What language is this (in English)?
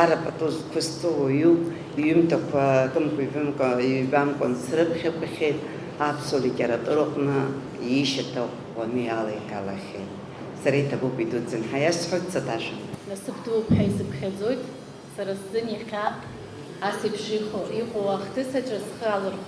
Abkhazian